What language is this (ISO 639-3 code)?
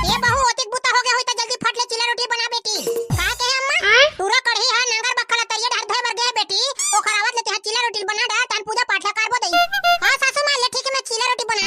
hne